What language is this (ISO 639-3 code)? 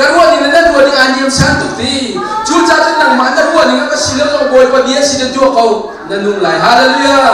cnh